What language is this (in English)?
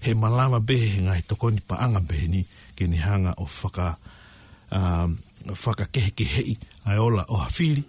Tongan